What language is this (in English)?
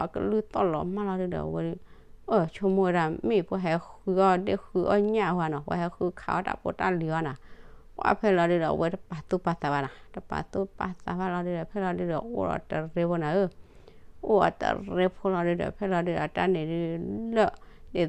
S'gaw Karen